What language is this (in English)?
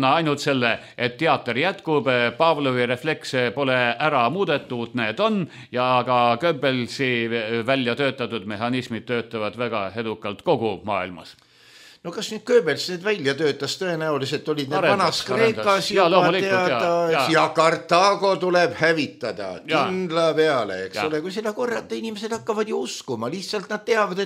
Estonian